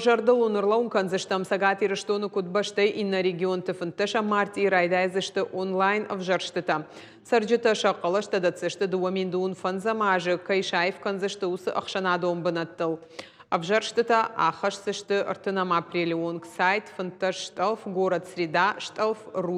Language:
Ossetic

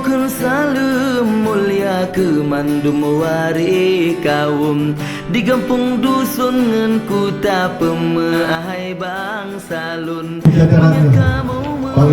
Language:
Achinese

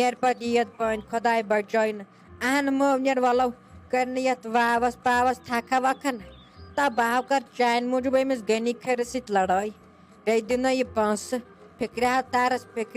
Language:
Kashmiri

